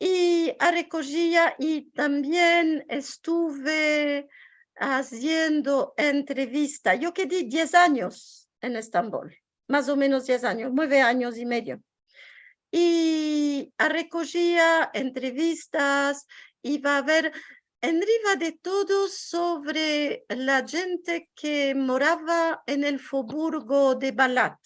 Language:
Ladino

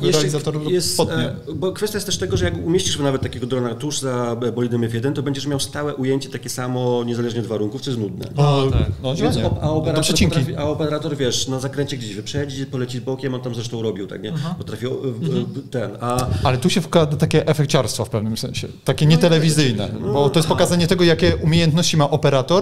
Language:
Polish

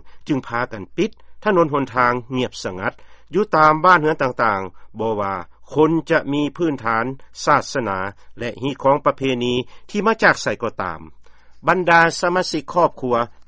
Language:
Lao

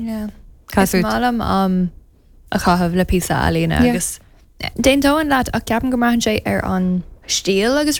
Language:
Irish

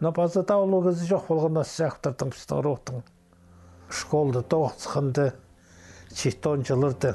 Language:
Khakas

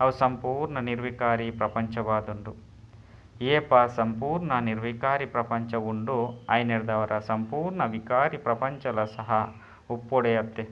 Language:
Tulu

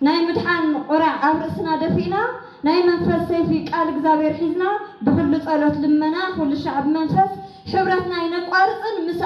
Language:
Tigrinya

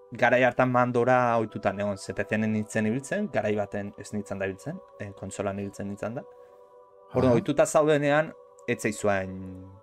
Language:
Basque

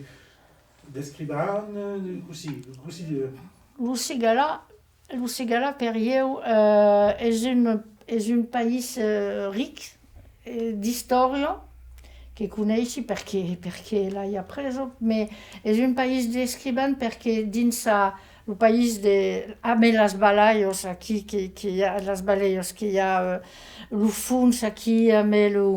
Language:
Occitan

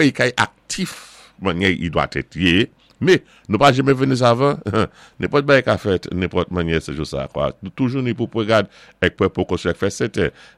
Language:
Saint Lucian Creole French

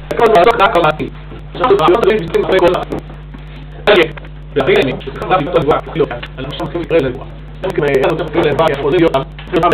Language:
Hebrew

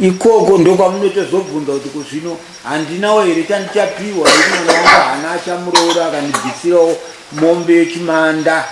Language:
Shona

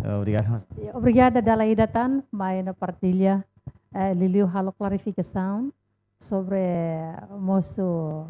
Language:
Tetum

